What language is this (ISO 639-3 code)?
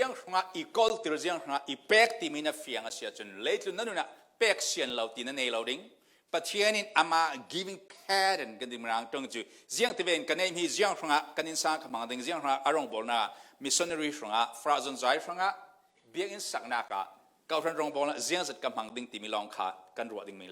cfm